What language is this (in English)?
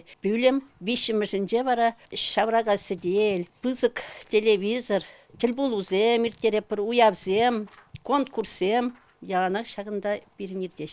Chuvash